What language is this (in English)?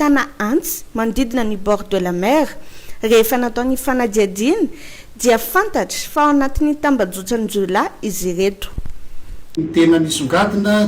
Malagasy